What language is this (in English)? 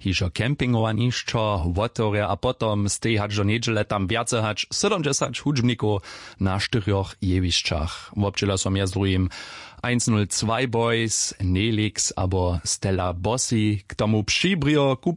Upper Sorbian